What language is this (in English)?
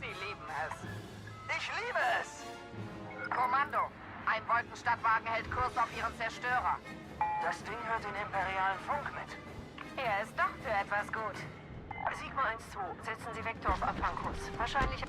Swiss German